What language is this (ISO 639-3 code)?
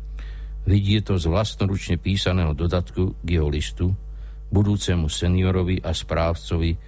slk